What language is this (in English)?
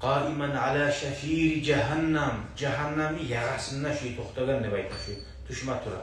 Kumyk